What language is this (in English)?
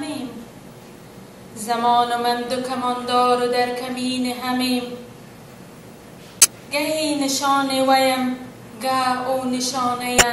Persian